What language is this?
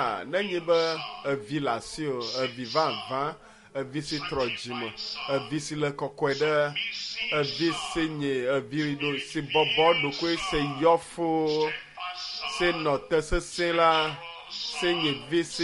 Ewe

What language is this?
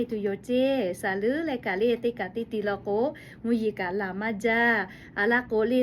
Lahu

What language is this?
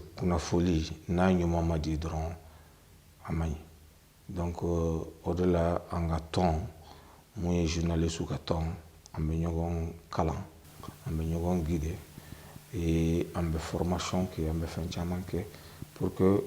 Bambara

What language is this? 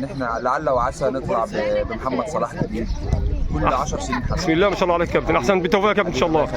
Egyptian Arabic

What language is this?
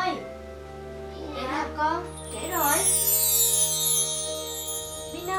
Vietnamese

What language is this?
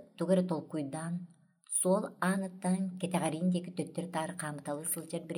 Yakut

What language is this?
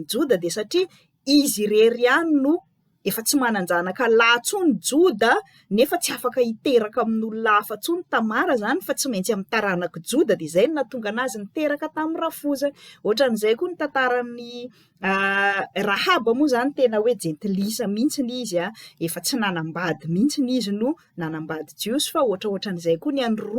Malagasy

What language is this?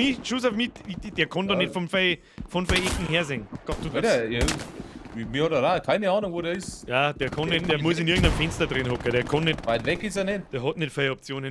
Bavarian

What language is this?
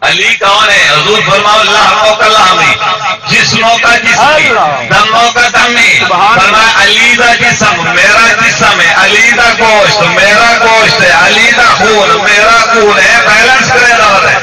Saraiki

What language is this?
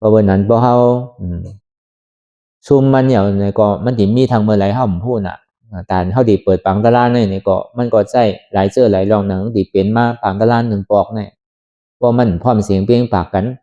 Shan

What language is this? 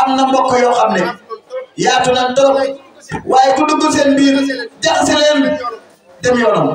Wolof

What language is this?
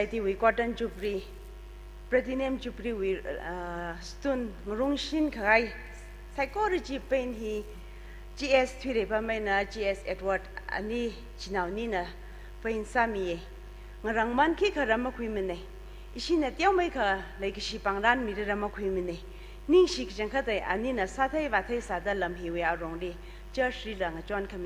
Tangkhul Naga (India)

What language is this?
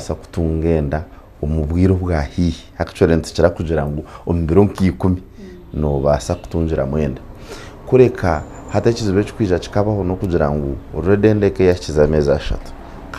Nyankole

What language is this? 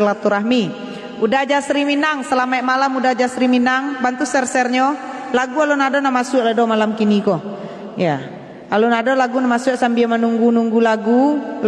Minangkabau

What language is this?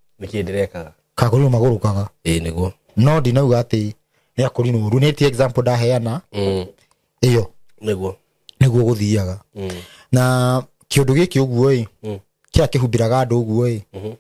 Kikuyu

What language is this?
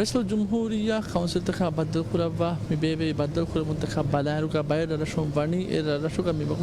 Divehi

